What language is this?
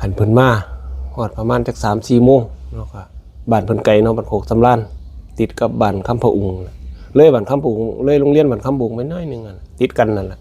Northeastern Thai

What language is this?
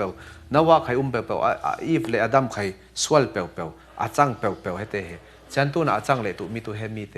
Falam Chin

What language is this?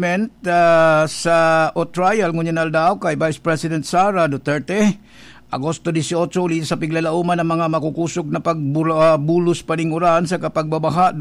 Bikol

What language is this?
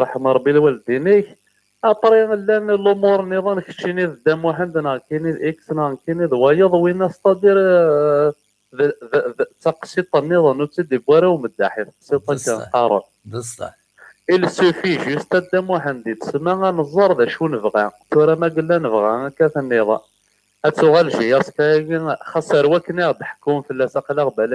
Kabyle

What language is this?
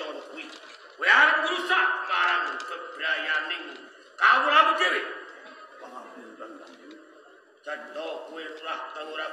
Javanese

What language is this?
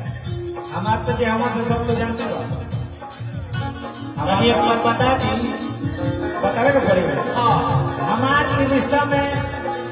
Bhojpuri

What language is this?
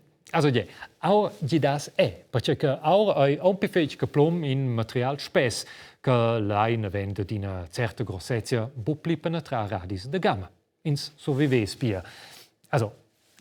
Romansh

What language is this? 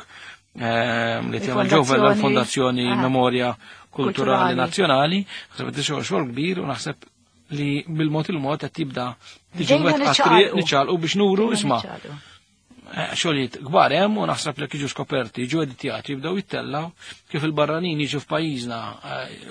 Maltese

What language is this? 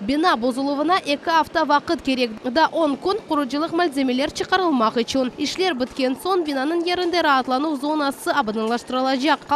Crimean Tatar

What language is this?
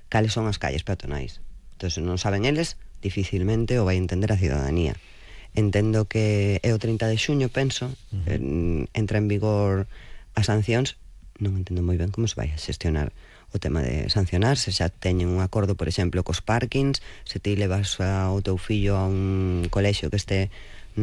Galician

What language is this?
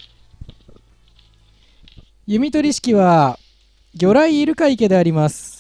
Japanese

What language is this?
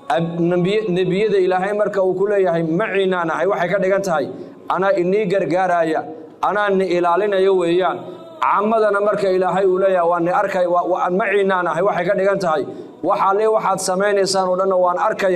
Somali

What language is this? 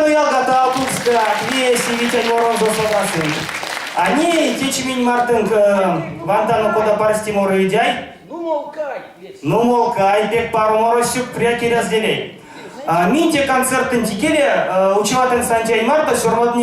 Erzya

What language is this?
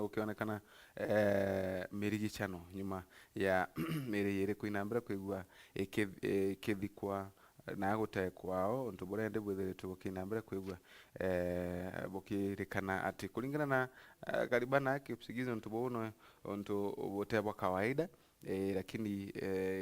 Meru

